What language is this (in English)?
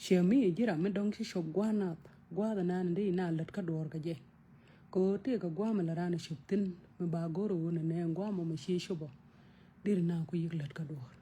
Nuer